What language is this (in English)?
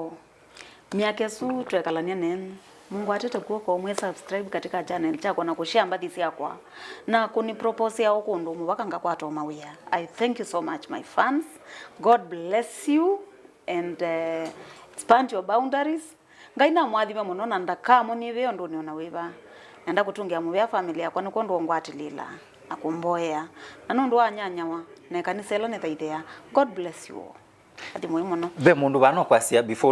Kamba